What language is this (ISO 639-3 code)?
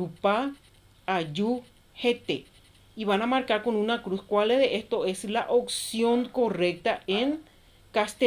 grn